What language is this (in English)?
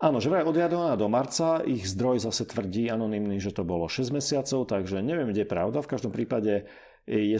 Slovak